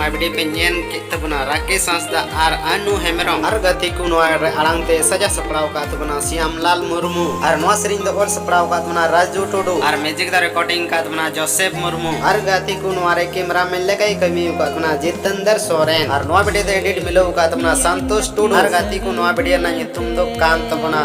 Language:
Santali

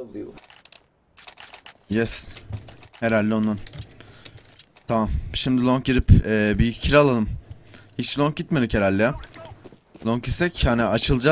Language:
Turkish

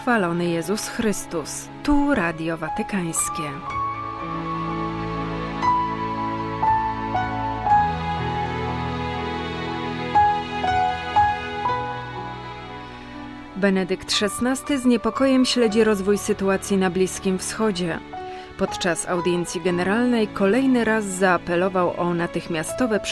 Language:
Polish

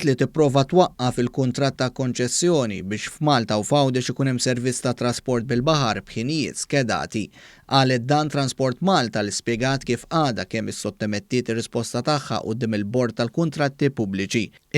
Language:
Maltese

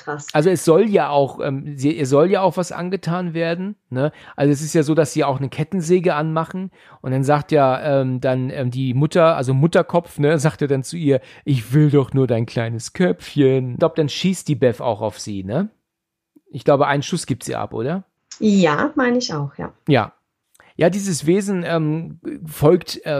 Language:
German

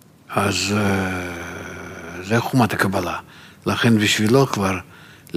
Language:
Hebrew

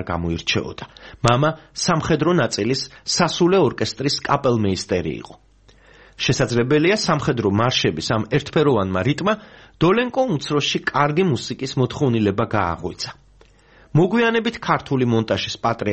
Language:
Georgian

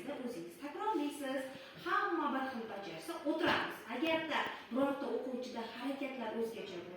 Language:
Uzbek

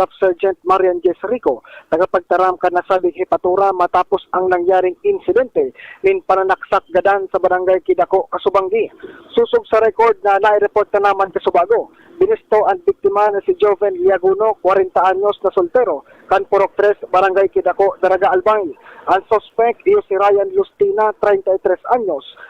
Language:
Bikol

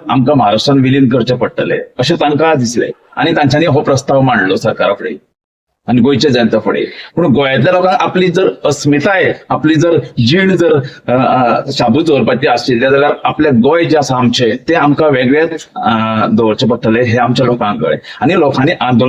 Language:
Konkani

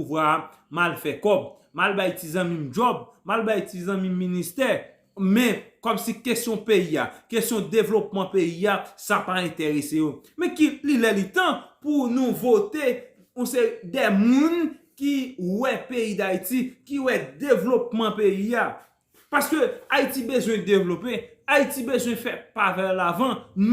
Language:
Haitian Creole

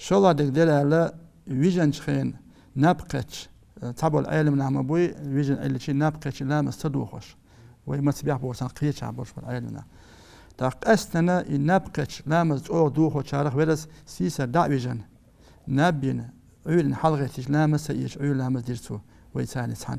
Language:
Chechen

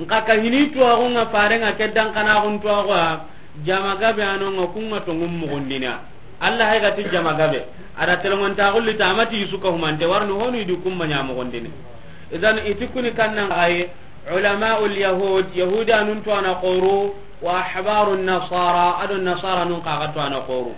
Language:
Soninke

